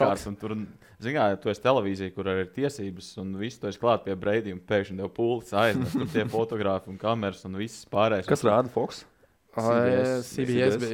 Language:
Latvian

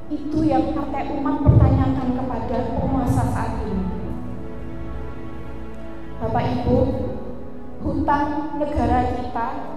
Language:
Indonesian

